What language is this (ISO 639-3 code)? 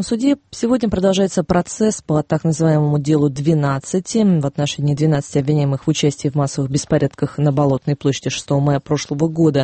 rus